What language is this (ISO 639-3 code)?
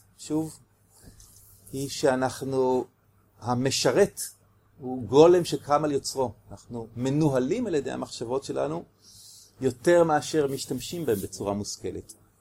heb